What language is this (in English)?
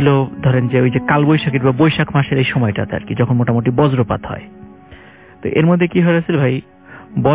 Bangla